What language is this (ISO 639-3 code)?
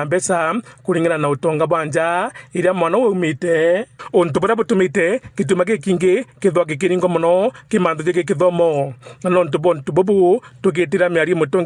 mer